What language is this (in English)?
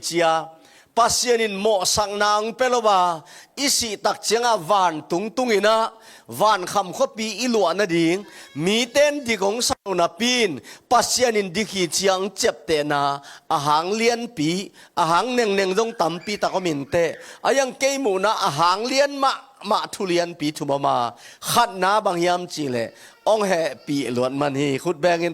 Tedim Chin